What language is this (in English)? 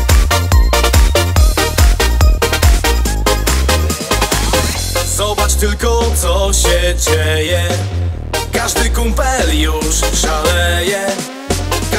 Polish